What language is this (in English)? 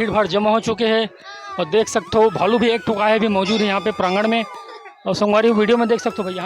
Chhattisgarhi